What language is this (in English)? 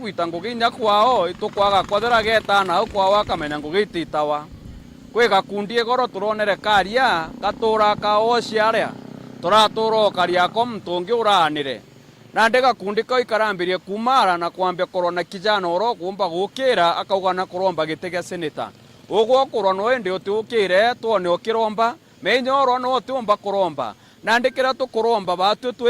Meru